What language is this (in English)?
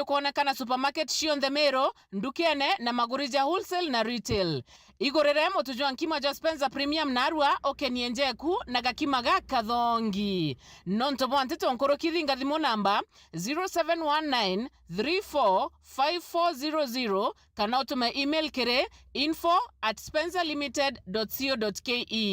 Meru